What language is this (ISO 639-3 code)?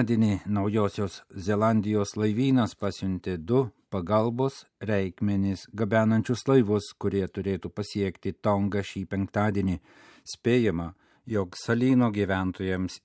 lit